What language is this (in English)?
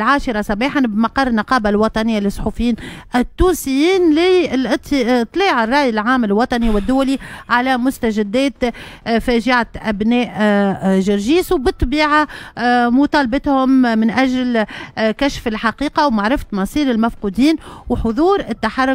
Tunisian Arabic